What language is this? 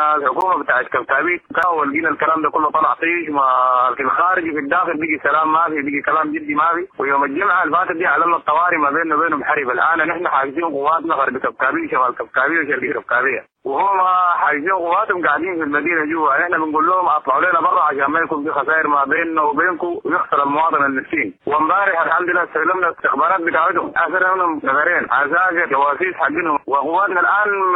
Sudanese Arabic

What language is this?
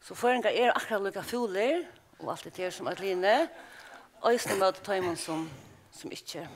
Faroese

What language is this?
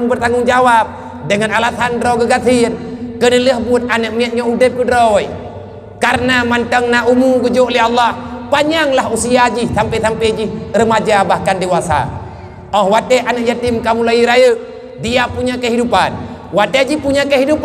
Achinese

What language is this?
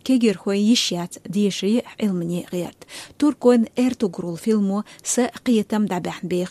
Chechen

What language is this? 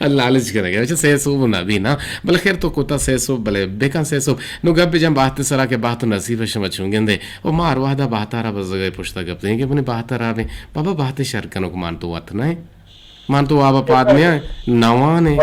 Eastern Balochi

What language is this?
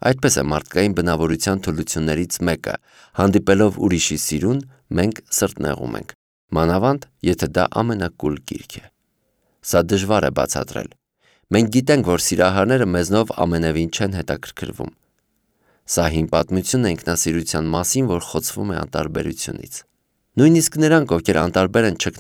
Armenian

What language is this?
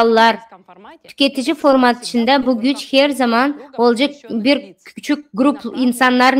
Gagauz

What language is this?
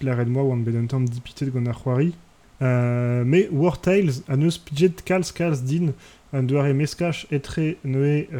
Breton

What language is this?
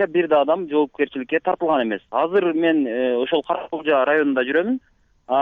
Kyrgyz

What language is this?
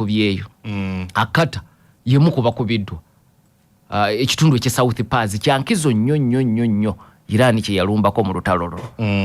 Ganda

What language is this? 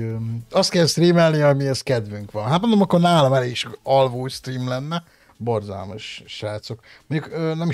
Hungarian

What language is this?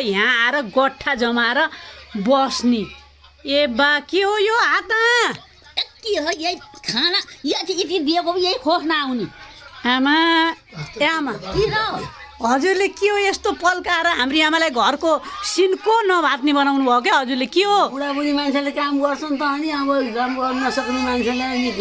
Nepali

